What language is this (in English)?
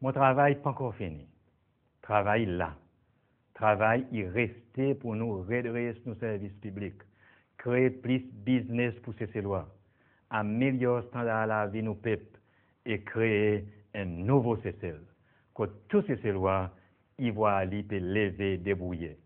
Seselwa Creole French